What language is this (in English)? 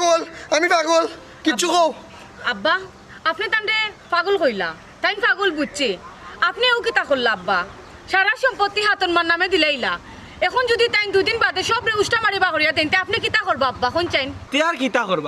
Sylheti